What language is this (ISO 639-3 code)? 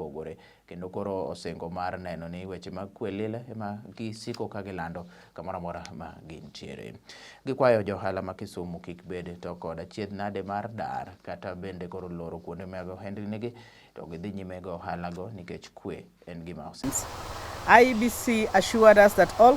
luo